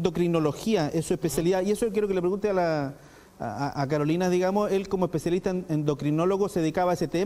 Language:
Spanish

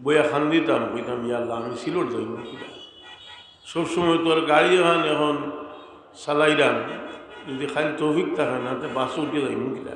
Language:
Sylheti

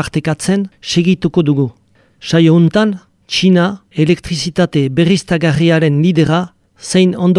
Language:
Basque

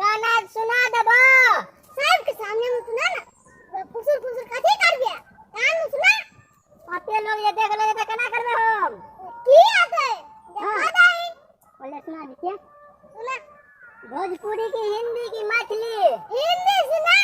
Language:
Maithili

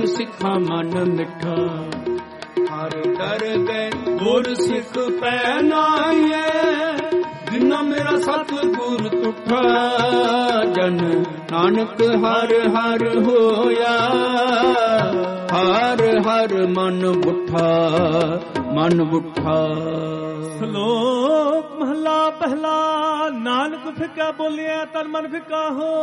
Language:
Punjabi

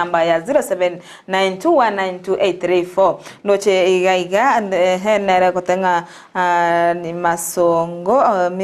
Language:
Gusii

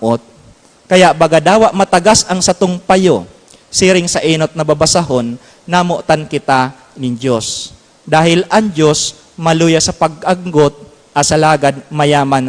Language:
Bikol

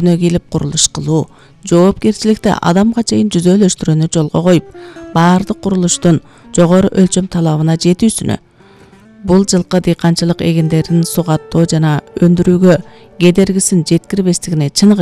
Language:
Kyrgyz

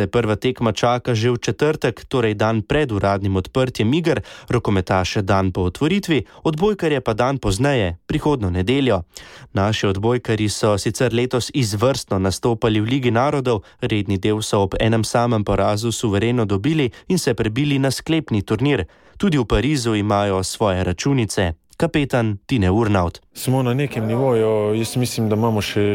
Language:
Slovenian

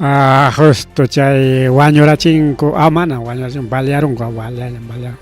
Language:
Ayacucho Quechua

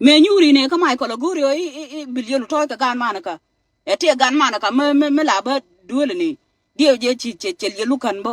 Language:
Nuer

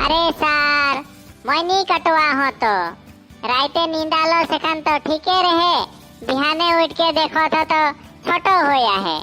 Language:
Sadri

